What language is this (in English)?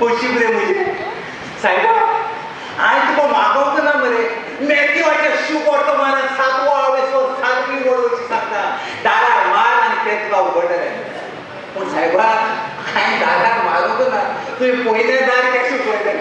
Konkani